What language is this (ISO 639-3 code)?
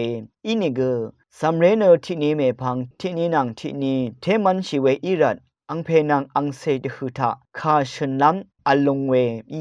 raw